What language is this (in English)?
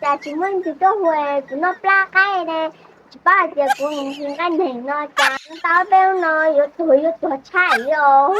Hmong